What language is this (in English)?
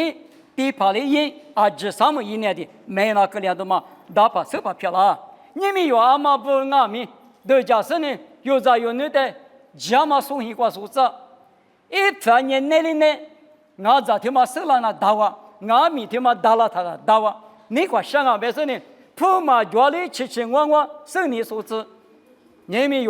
Lisu